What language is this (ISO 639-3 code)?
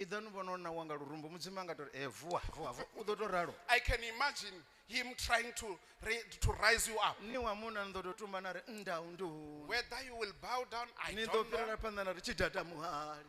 ven